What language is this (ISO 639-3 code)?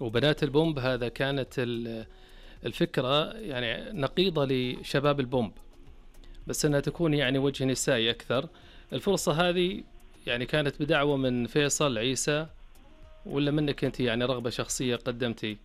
ars